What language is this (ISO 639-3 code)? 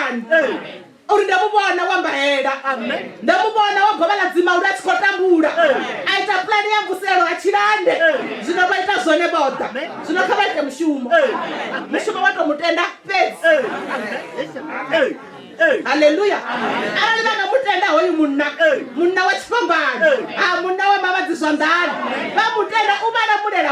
ven